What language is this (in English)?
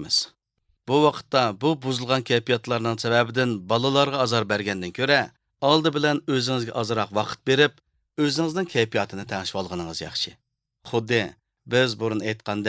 Uyghur